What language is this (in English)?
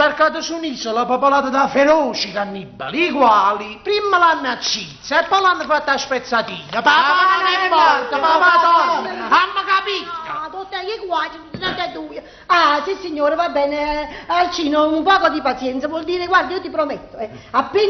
Neapolitan